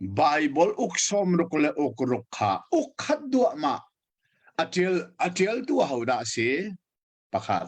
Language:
Hakha Chin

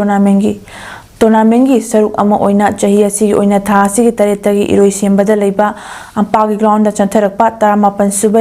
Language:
Manipuri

